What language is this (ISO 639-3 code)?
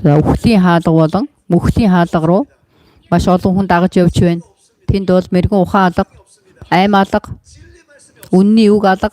mon